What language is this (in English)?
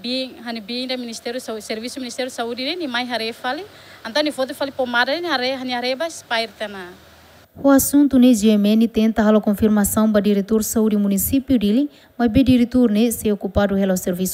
Tetum